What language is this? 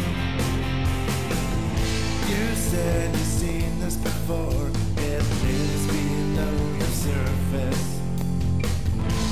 English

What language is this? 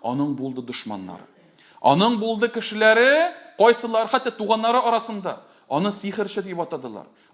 Tatar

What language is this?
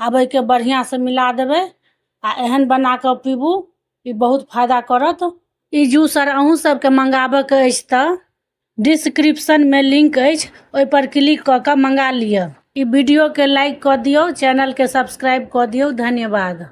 Maithili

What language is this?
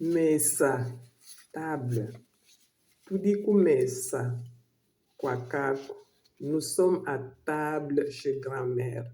Luba-Lulua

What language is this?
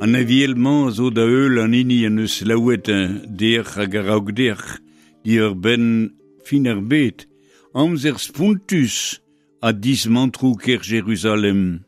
Breton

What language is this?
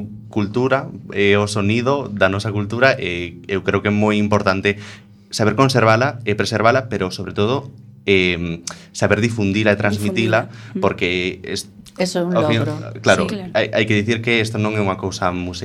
Galician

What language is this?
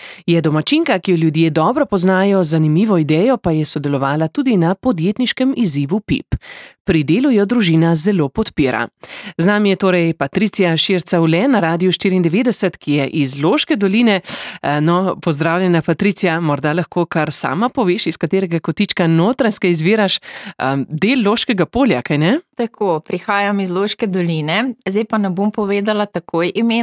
Slovenian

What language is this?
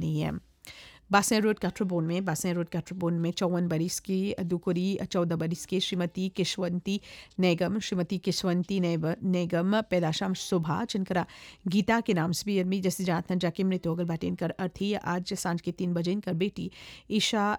Bhojpuri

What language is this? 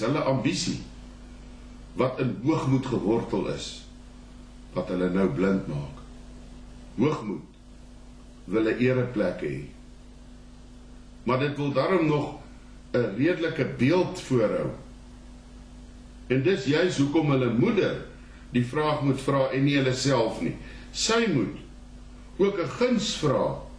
Afrikaans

